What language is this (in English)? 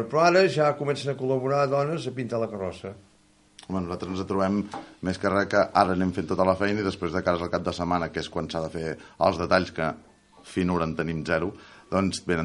Catalan